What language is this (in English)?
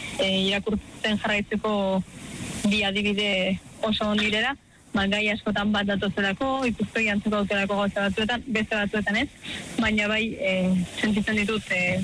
Basque